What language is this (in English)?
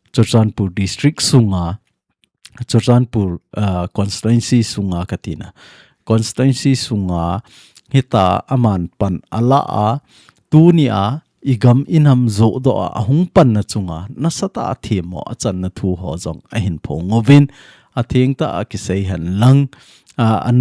Thado Chin